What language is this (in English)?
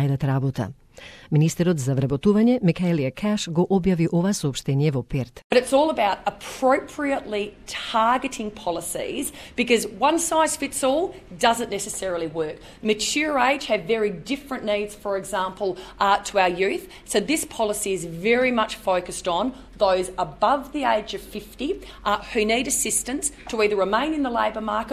Macedonian